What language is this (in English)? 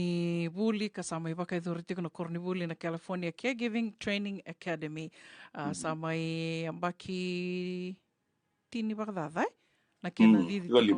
Fijian